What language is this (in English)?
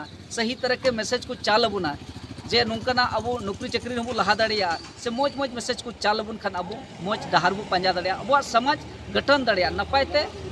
Santali